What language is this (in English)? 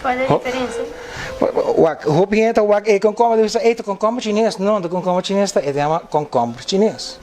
Papiamento